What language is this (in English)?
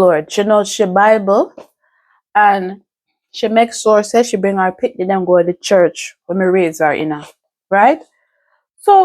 Jamaican Creole English